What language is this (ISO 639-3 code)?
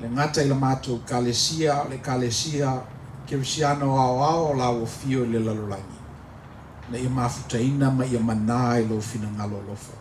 smo